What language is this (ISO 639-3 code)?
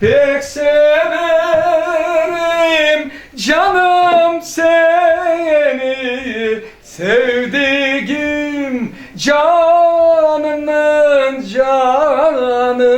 crh